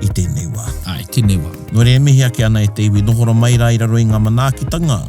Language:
Māori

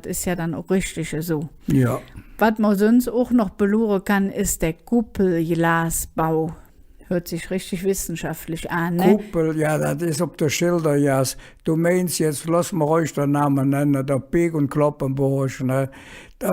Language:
Colognian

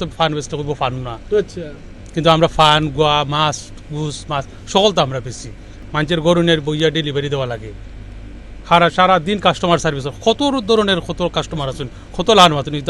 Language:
Sylheti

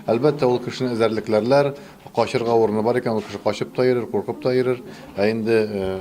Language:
Tatar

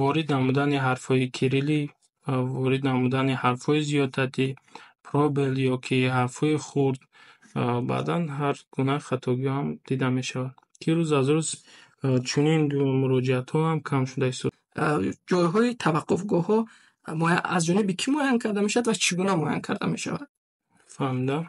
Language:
Tajik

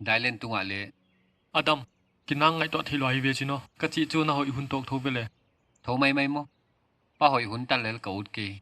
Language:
Paite Chin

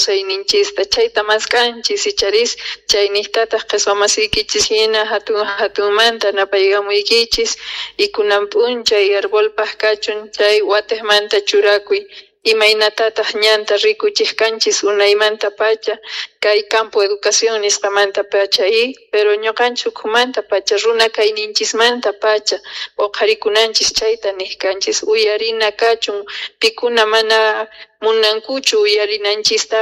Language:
Quechua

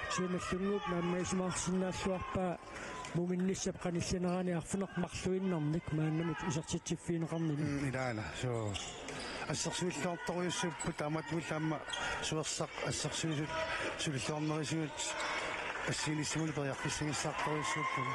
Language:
Kalaallisut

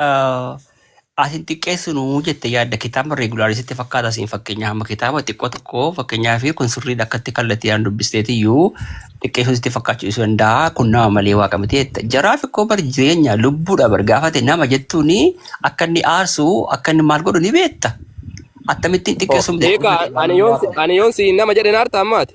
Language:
Oromo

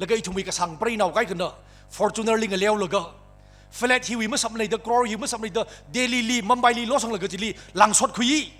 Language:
Tangkhul Naga (India)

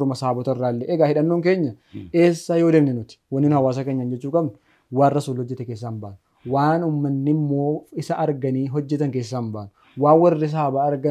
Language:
Oromo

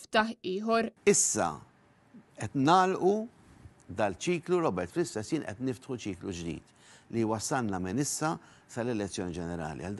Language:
Maltese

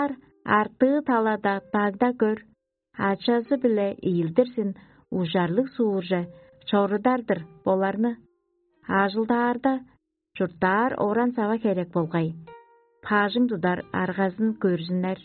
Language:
Tuvinian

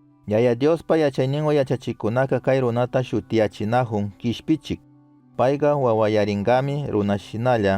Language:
Chimborazo Highland Quichua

